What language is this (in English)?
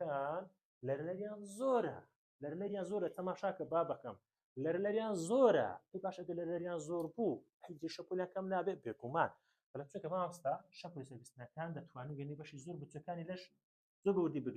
Central Kurdish